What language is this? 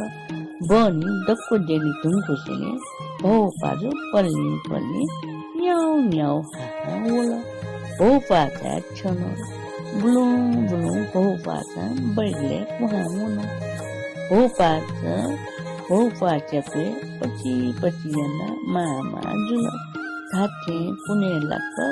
Newari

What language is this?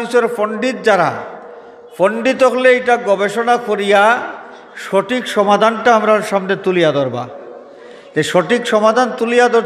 Sylheti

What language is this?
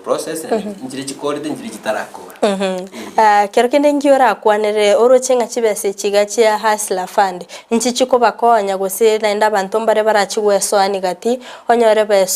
Gusii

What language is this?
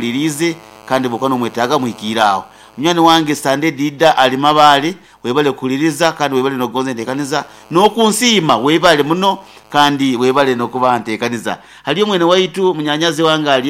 Nyoro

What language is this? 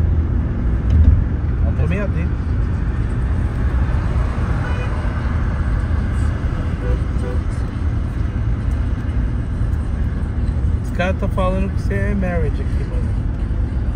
Portuguese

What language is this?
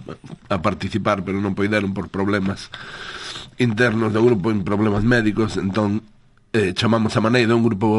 Galician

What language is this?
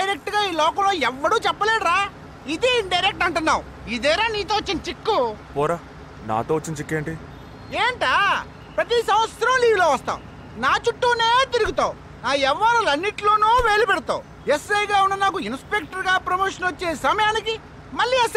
Telugu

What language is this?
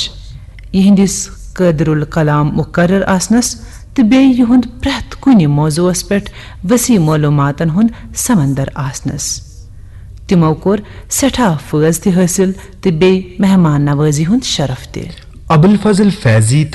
Kashmiri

